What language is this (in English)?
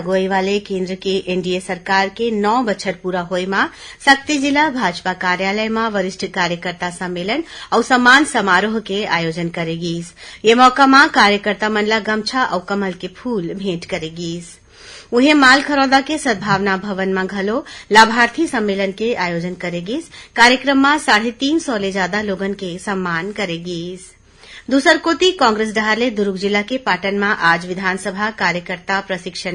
Chhattisgarhi